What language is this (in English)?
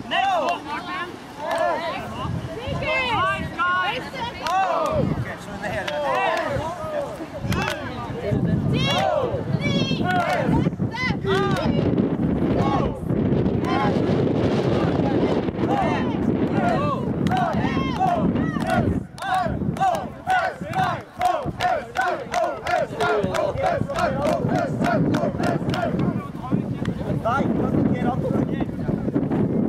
Norwegian